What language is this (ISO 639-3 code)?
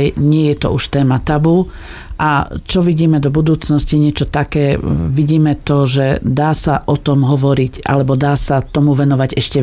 slk